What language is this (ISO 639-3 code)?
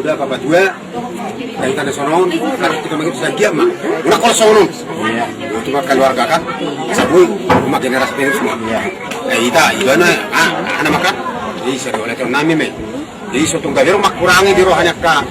bbc